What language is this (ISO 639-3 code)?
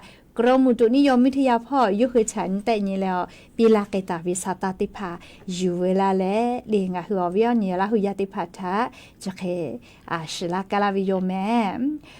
lhu